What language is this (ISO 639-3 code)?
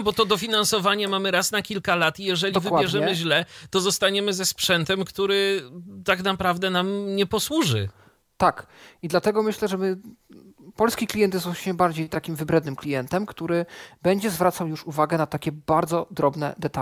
pol